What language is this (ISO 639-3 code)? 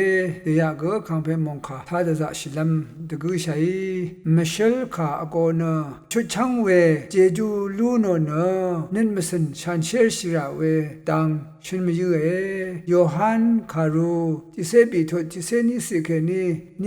raw